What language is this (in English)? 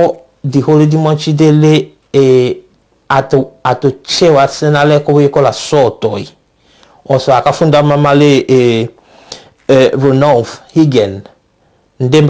Tetela